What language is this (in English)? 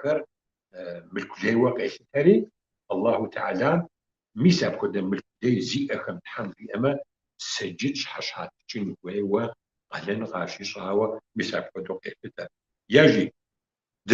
Kabardian